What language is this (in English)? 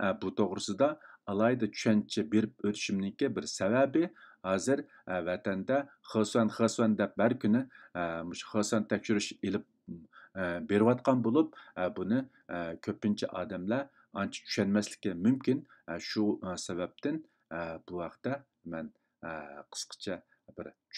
Uyghur